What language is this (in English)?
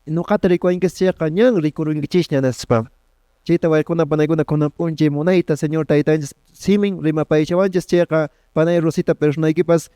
Quechua